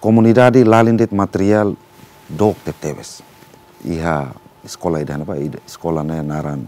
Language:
Tetum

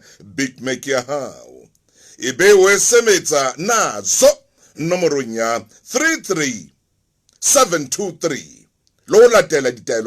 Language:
Southern Sotho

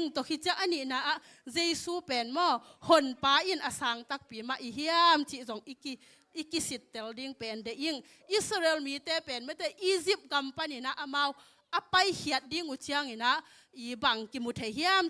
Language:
Tedim Chin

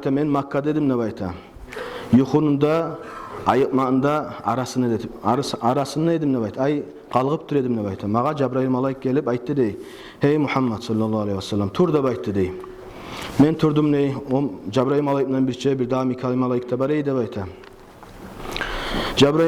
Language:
Kumyk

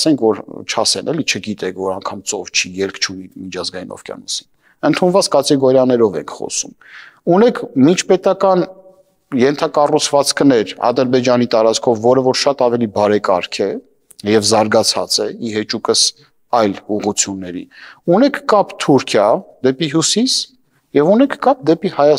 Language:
Armenian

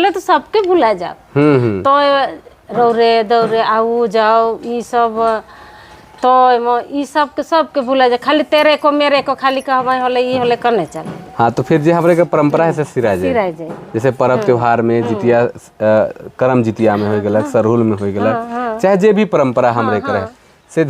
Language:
Sadri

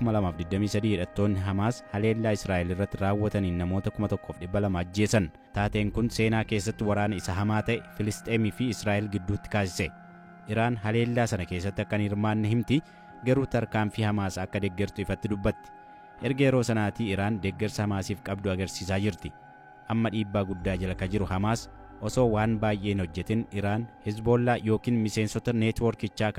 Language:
Oromo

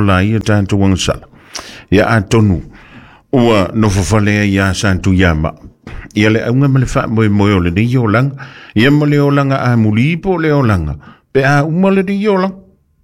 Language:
Samoan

